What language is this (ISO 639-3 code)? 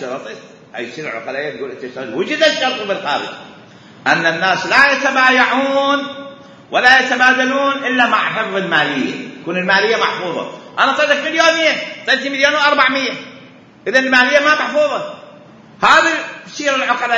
acm